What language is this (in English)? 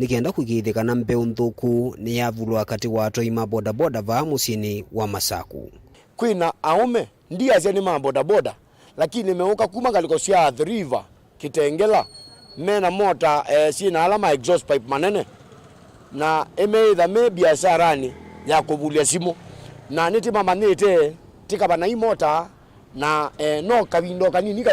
Kamba